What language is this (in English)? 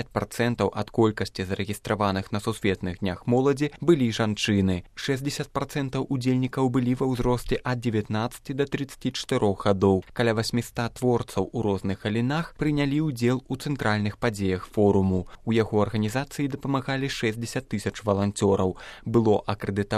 Belarusian